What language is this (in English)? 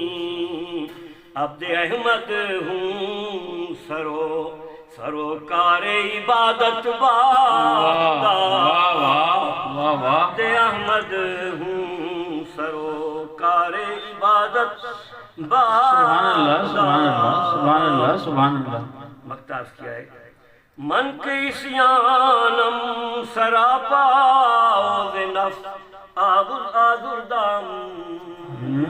Saraiki